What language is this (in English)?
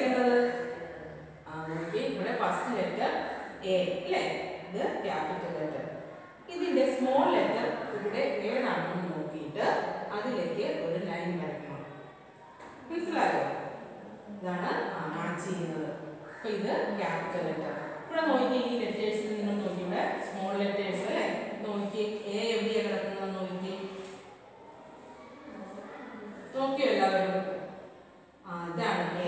Malayalam